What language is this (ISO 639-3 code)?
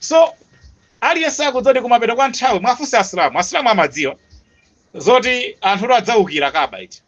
nya